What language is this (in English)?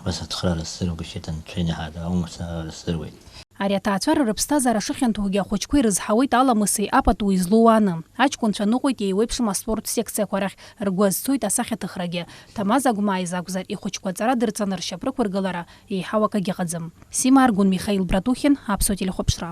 Abkhazian